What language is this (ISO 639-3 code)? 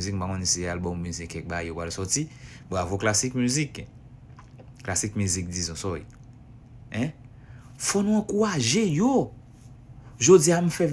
hat